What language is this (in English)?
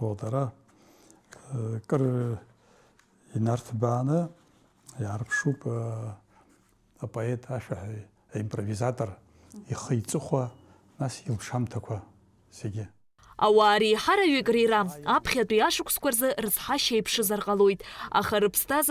Abkhazian